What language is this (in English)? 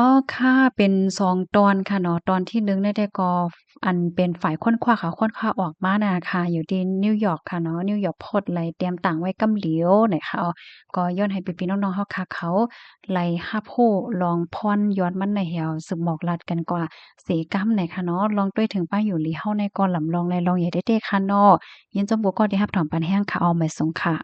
Shan